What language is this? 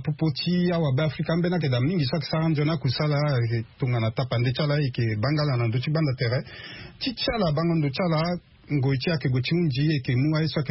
Sango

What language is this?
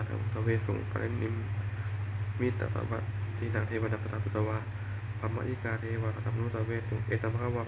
Pali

